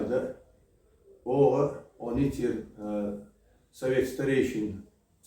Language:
Chechen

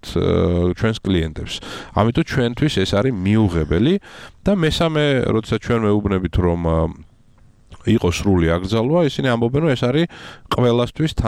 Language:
Georgian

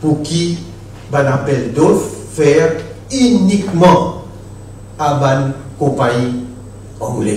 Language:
Morisyen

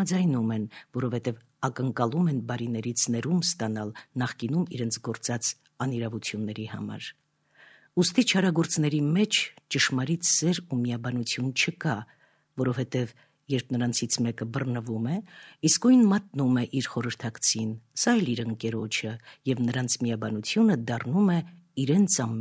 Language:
Armenian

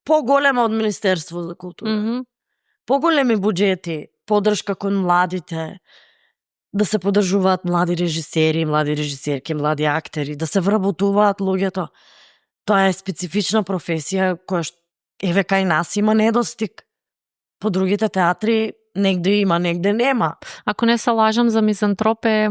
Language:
Macedonian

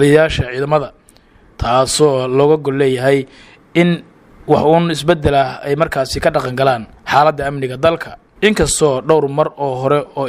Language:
Somali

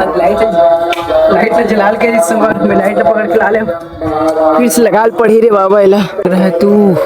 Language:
Chhattisgarhi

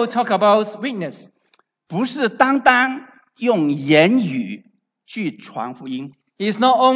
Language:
Chinese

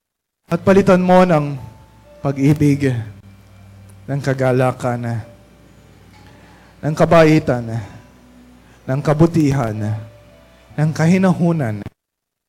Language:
Filipino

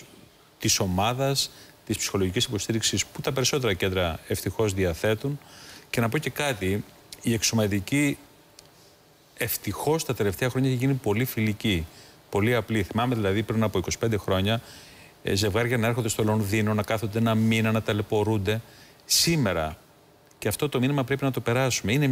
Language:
Greek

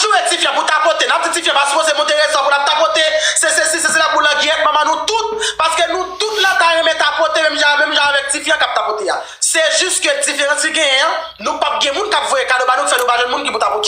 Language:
Haitian Creole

